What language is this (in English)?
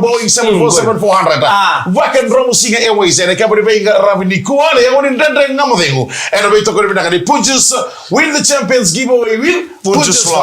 Fijian